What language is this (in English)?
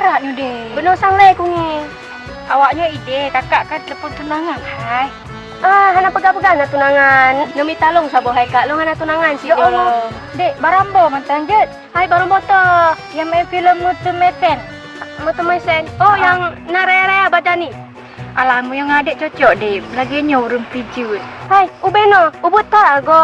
Achinese